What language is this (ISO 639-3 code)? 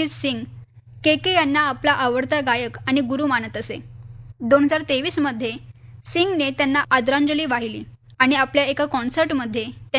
mar